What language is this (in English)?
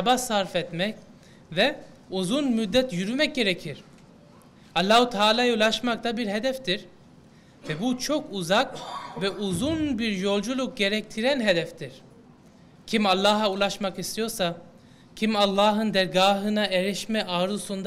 Turkish